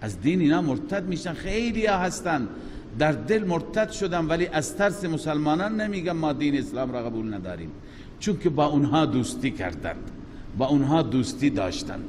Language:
Persian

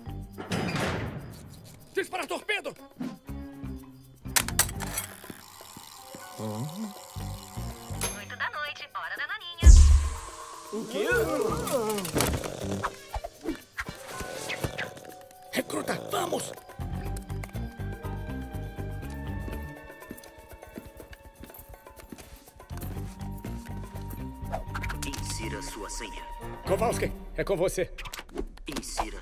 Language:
Portuguese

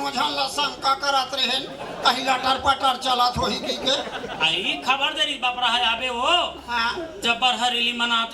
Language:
Chhattisgarhi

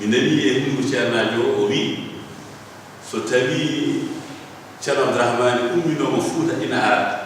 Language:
Fula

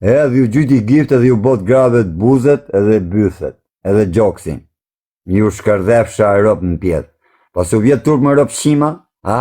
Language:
Albanian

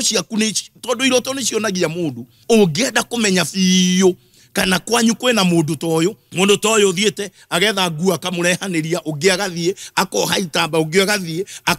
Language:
Kikuyu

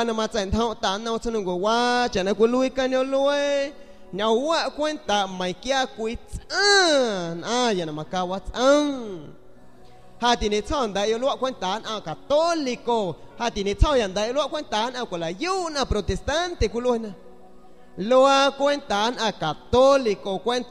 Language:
San Pedro Amuzgos Amuzgo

